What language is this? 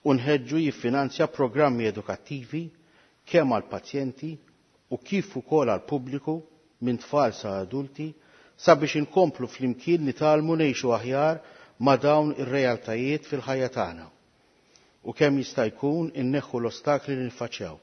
Maltese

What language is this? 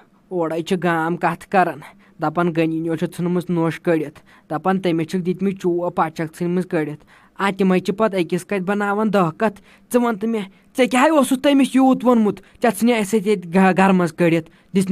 Kashmiri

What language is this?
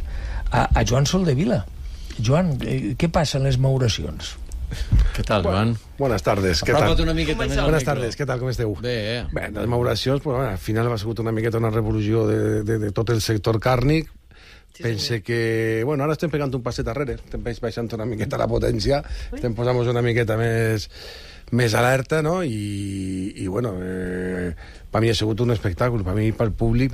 Catalan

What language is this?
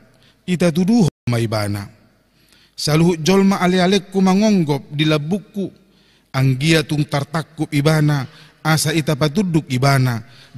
Batak Toba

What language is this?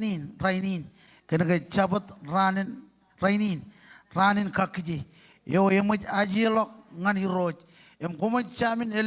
Marshallese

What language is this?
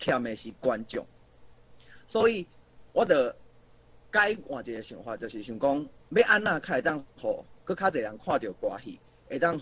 Min Nan Chinese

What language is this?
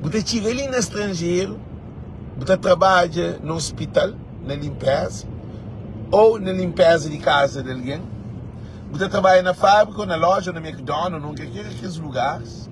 Kabuverdianu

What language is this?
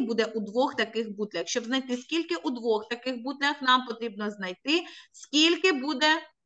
Ukrainian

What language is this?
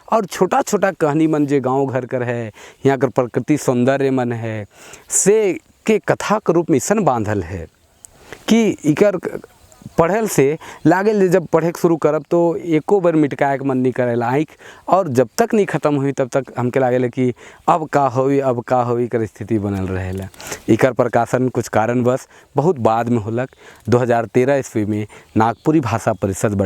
Sadri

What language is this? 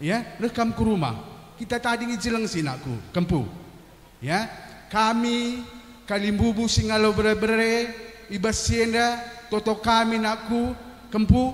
Batak Karo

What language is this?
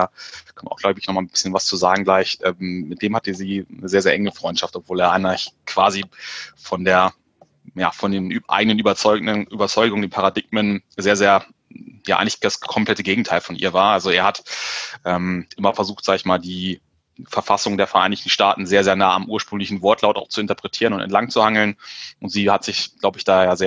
German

